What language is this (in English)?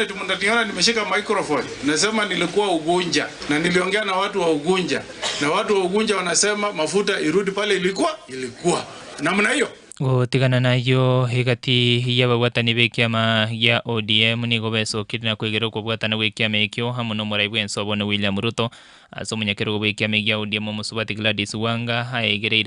Gusii